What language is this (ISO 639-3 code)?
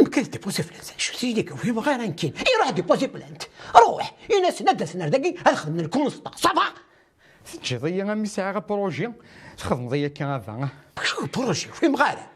kab